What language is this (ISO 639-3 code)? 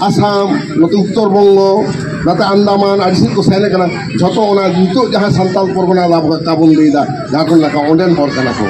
sat